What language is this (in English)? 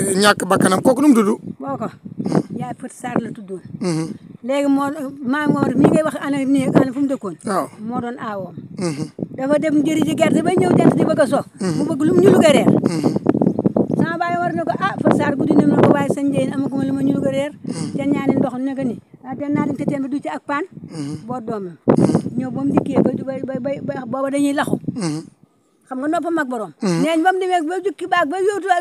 Wolof